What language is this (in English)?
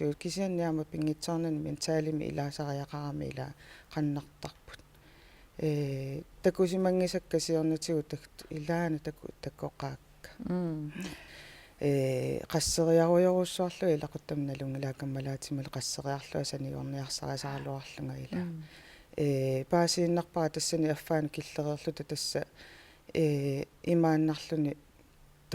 Kalaallisut